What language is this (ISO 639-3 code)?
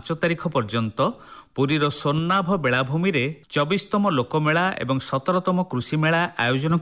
ori